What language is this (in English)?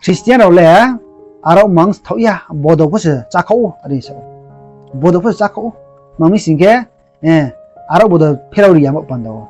Riang (India)